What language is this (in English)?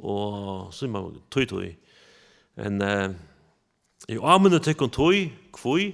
Faroese